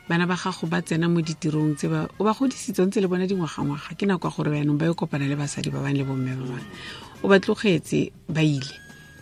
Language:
Tswana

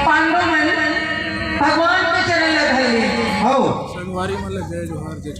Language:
Chhattisgarhi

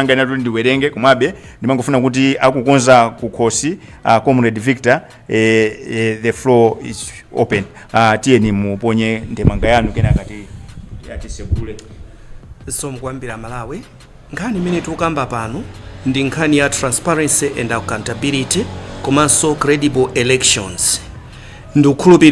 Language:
Nyanja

